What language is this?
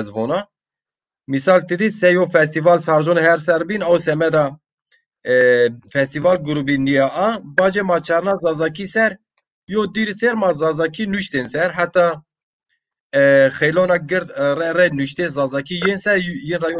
Zaza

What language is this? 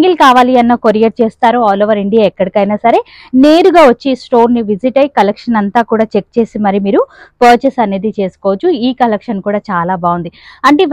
Telugu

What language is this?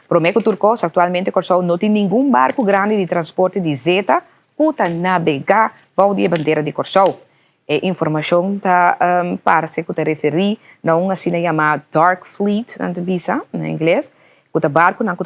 Papiamento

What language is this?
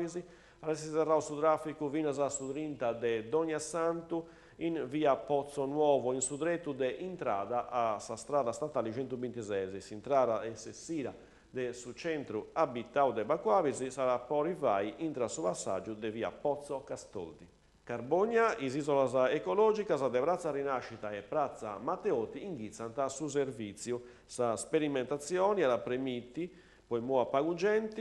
Sardinian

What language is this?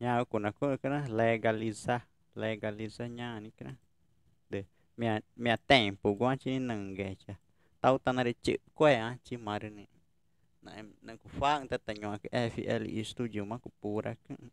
Ticuna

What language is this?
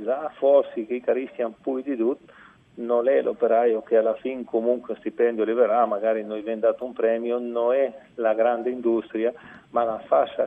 Friulian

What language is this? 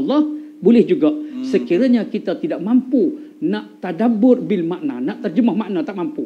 Malay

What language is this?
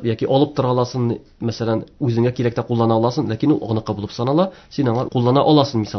Tatar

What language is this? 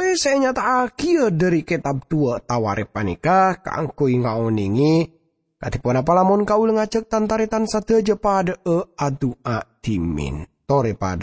Madurese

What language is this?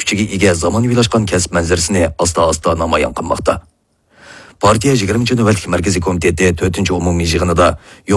Uyghur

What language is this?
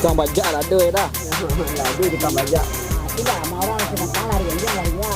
Minangkabau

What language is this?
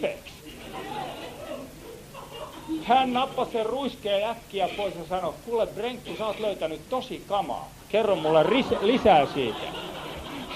Finnish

